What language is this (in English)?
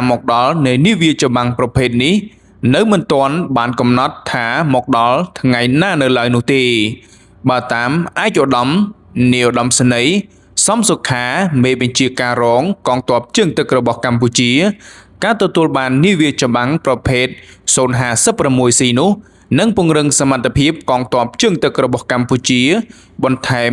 Khmer